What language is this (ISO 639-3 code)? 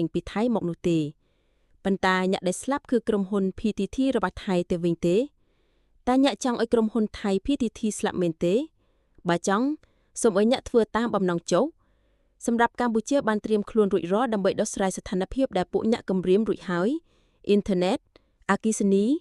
khm